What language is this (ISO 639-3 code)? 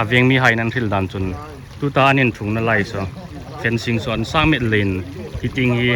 hmr